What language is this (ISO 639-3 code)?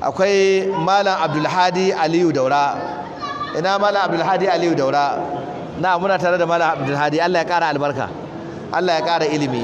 hau